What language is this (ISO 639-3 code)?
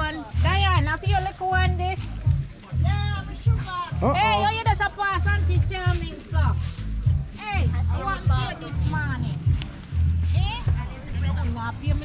jam